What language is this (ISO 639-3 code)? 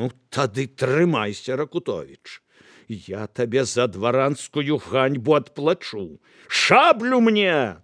bel